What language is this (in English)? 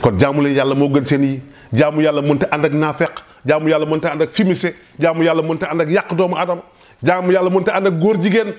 Wolof